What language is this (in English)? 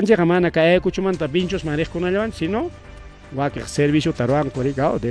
Ayacucho Quechua